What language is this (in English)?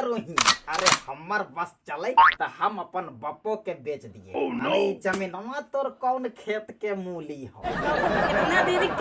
Magahi